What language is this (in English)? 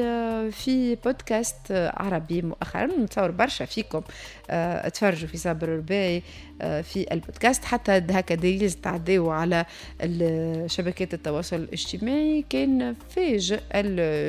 Tunisian Arabic